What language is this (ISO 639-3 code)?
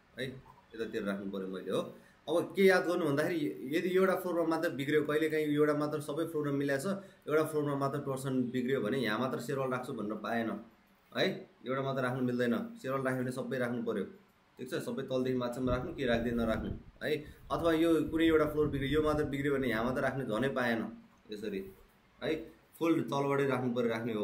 nep